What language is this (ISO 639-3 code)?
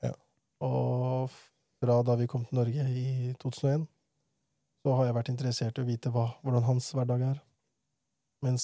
nor